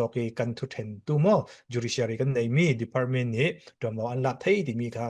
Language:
Falam Chin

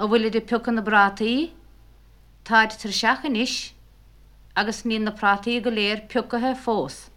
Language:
Irish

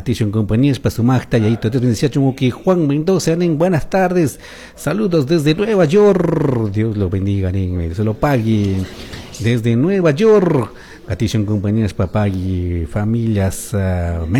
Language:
Chimborazo Highland Quichua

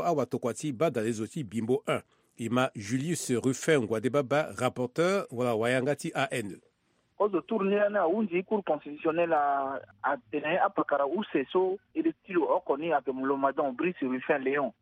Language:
Sango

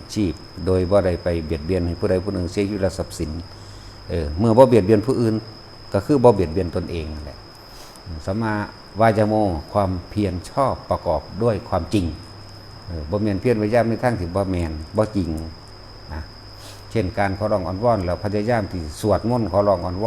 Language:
Northeastern Thai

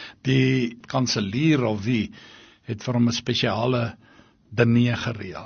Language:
Afrikaans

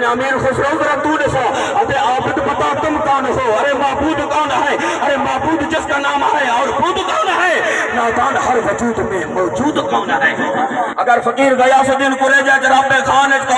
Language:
Saraiki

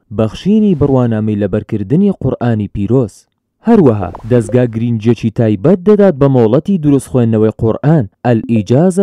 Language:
Central Kurdish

